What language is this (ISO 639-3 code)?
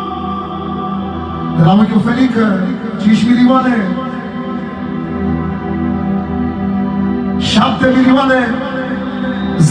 ron